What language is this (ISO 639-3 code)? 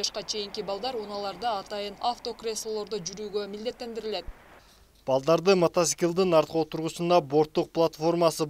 kir